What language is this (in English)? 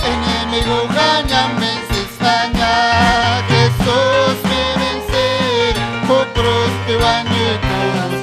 Ayacucho Quechua